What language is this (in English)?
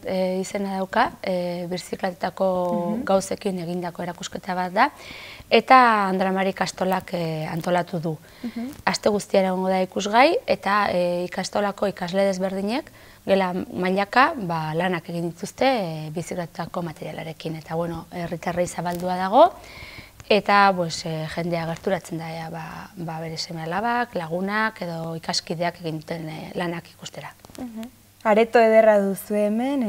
Basque